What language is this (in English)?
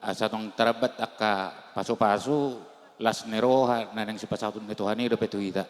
Batak Toba